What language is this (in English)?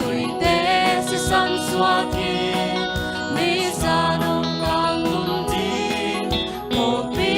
Tedim Chin